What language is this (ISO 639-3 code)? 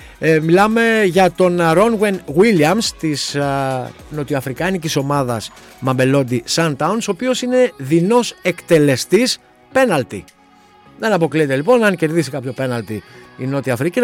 ell